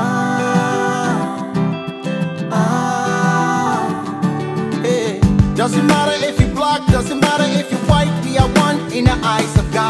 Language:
English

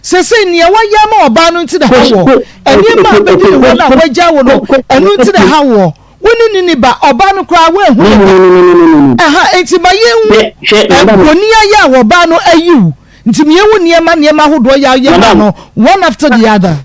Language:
Akan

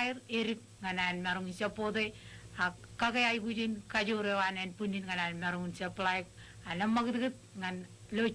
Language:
Marshallese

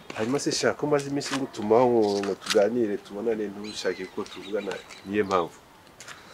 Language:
Kinyarwanda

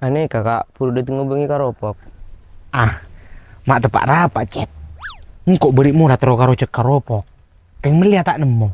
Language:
Madurese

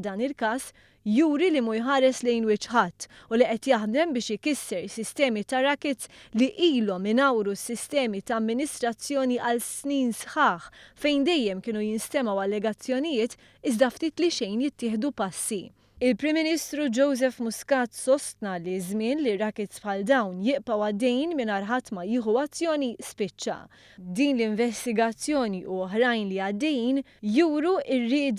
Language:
Maltese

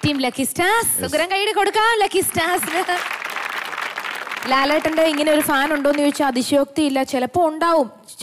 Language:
Malayalam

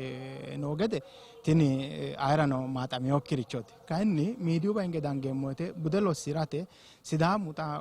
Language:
Sidamo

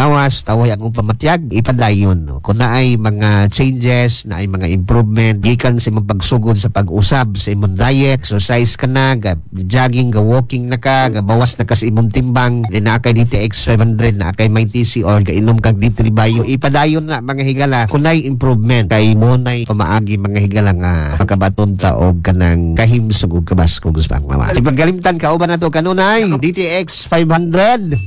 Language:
Cebuano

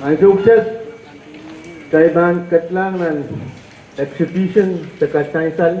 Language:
Pohnpeian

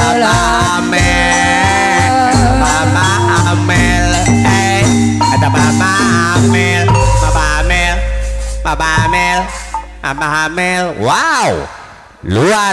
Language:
Indonesian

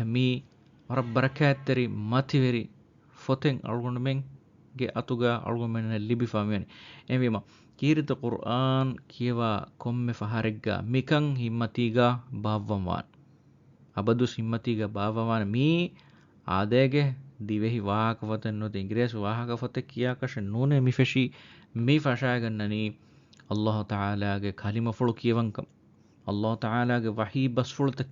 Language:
Divehi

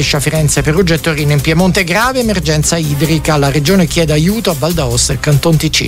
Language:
Italian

